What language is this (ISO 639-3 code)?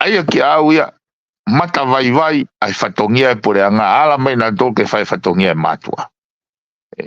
ton